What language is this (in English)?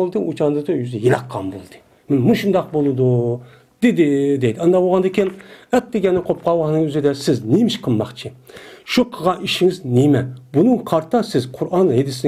Uyghur